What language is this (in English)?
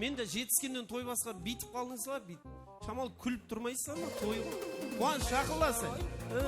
Kara-Kalpak